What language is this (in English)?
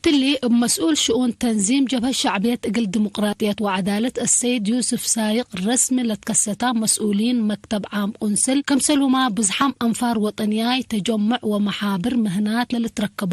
Tigre